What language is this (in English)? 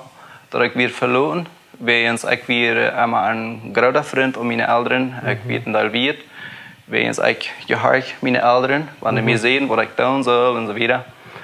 Plautdietsch